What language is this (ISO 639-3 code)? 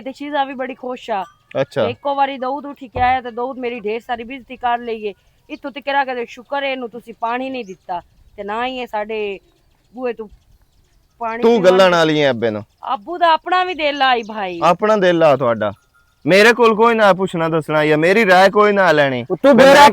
lah